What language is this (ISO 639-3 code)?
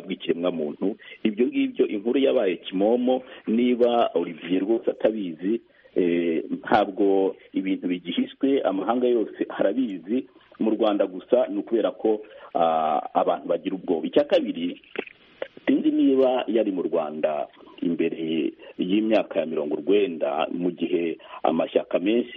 kin